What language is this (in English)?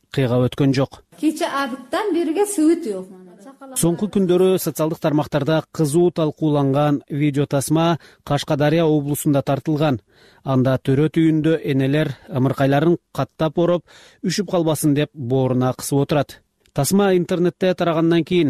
Kyrgyz